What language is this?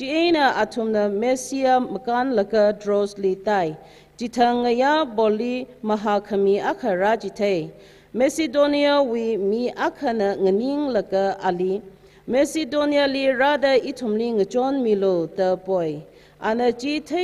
Tangkhul Naga (India)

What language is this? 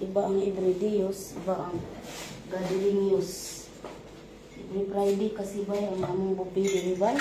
Cebuano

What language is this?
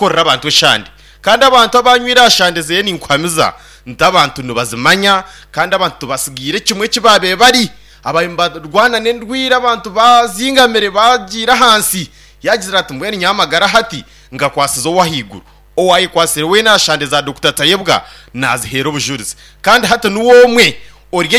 Nyankole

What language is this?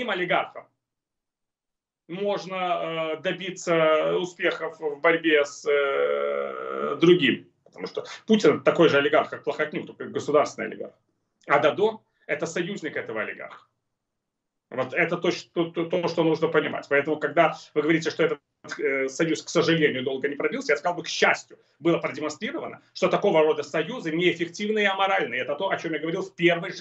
Russian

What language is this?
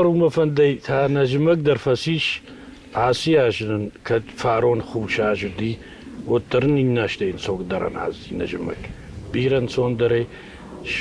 Ossetic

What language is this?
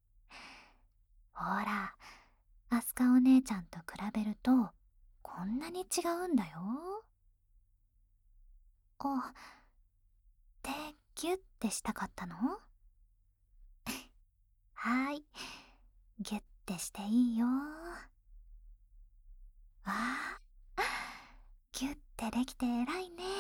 Japanese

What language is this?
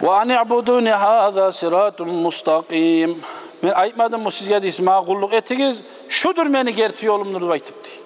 Kumyk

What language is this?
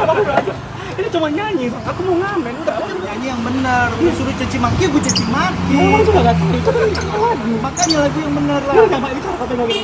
Betawi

